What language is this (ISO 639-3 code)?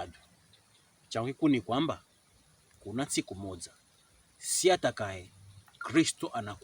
pkb